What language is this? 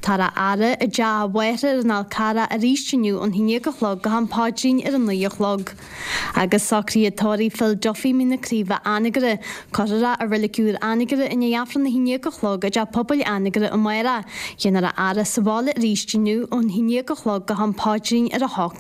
Irish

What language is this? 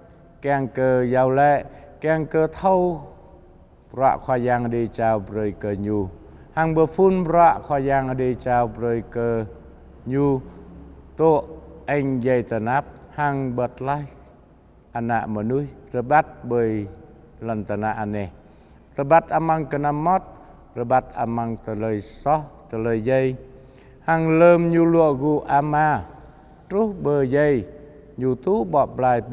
Jarai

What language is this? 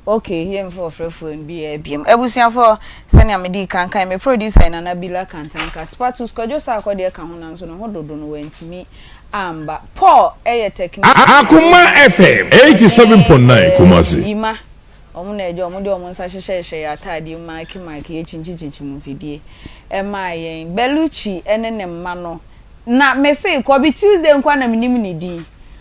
Akan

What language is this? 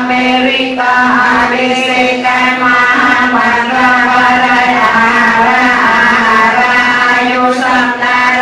Vietnamese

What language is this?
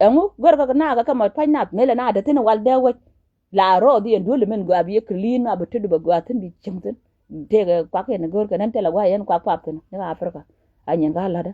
Nuer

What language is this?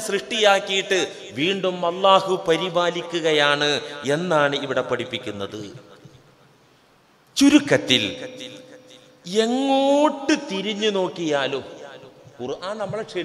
Malayalam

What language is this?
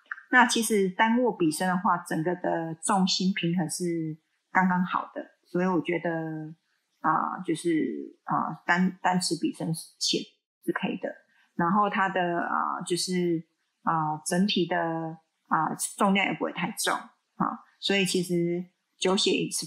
Chinese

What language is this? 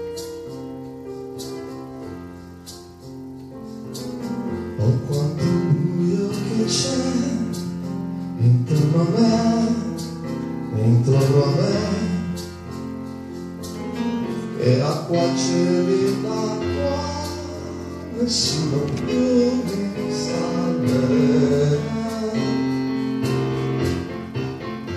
Italian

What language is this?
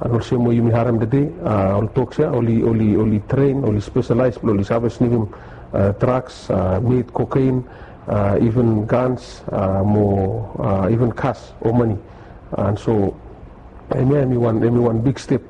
Bislama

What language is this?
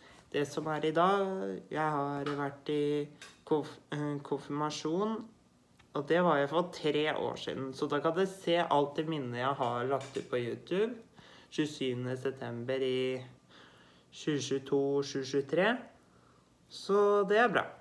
Norwegian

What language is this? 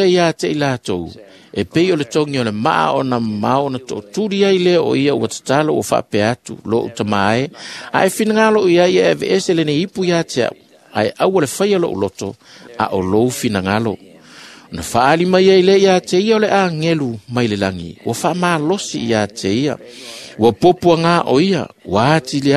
Samoan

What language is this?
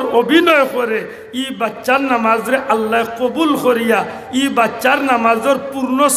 Sylheti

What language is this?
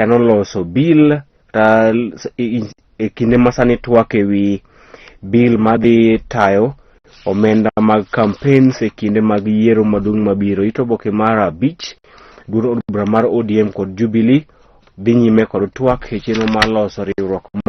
Luo (Kenya and Tanzania)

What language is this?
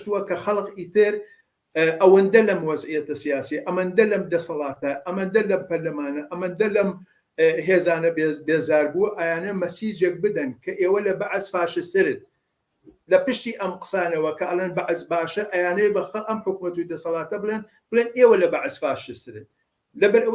Central Kurdish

